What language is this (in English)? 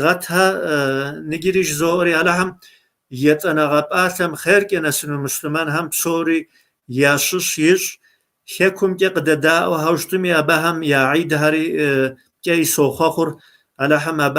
Kabardian